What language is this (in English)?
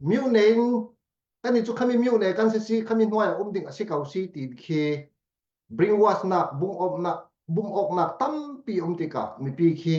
Falam Chin